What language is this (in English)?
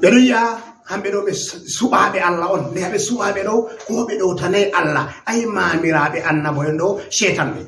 Fula